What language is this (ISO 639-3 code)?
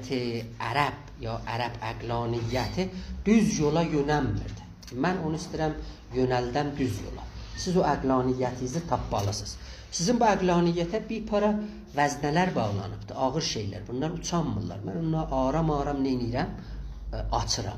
azb